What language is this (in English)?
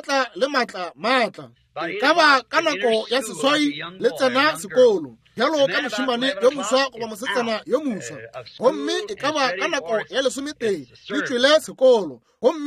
Northern Sotho